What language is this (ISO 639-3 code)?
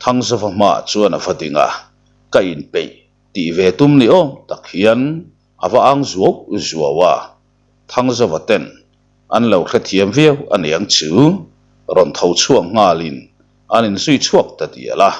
lus